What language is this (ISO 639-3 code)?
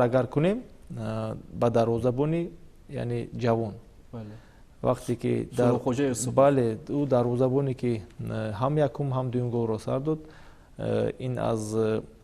tgk